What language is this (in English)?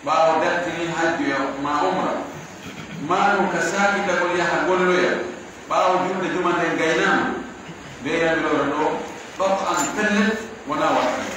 Pular